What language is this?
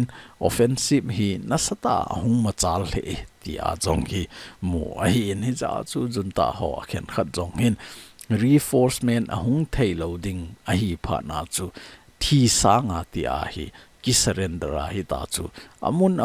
Thado Chin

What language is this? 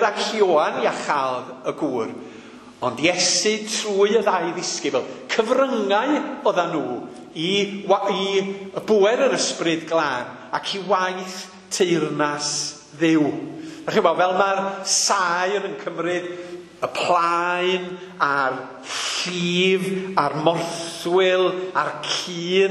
Welsh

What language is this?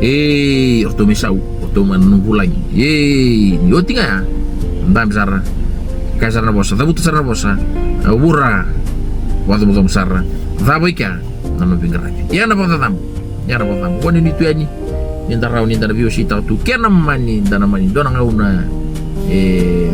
Fijian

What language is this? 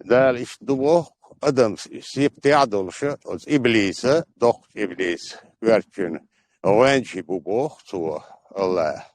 Chechen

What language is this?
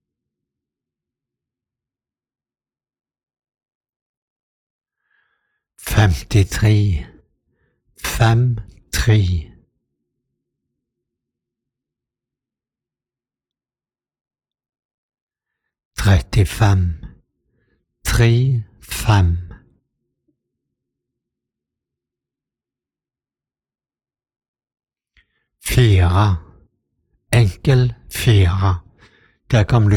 Norwegian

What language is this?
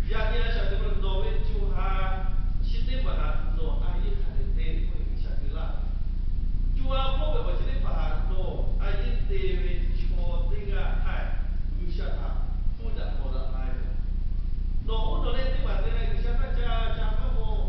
Lahu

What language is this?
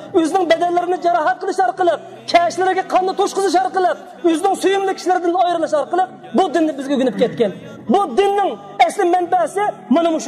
Uyghur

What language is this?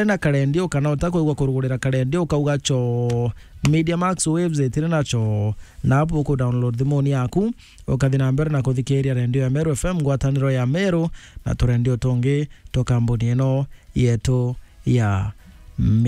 Meru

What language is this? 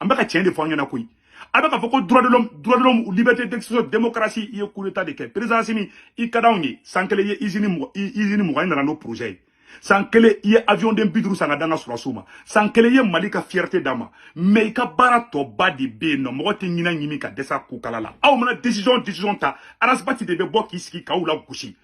Bambara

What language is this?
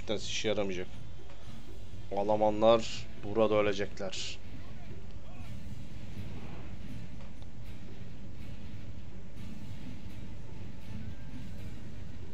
Turkish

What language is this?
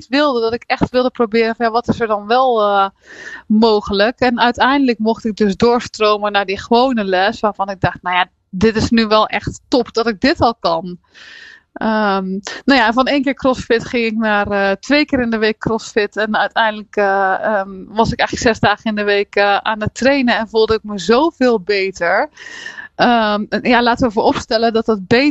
Dutch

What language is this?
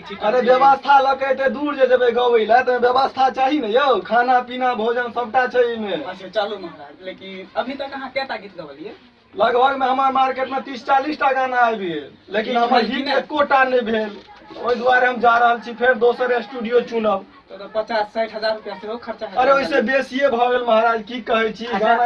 Maithili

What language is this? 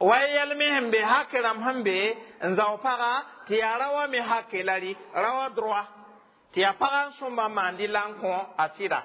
Mossi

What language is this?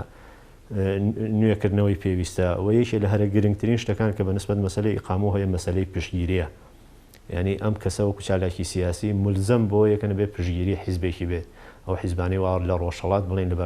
Central Kurdish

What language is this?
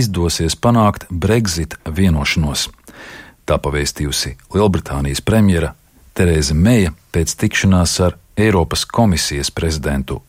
Latvian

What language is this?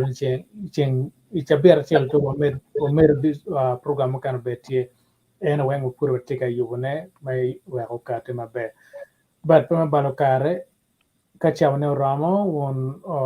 Acoli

